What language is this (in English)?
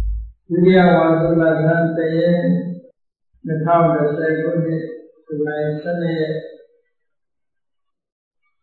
Burmese